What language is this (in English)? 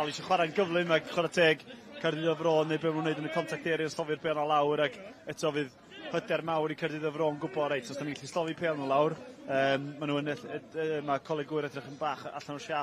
Welsh